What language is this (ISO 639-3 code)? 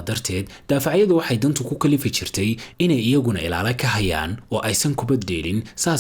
som